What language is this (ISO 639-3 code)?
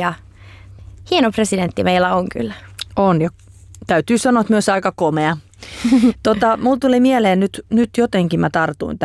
fin